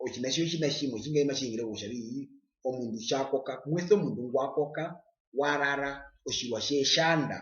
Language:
Herero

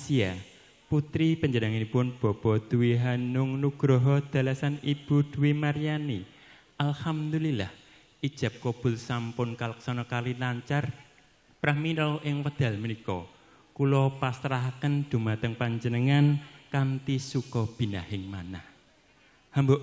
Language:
Javanese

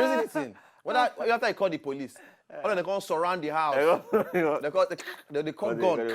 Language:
Nigerian Pidgin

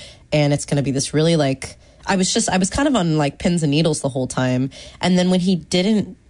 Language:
English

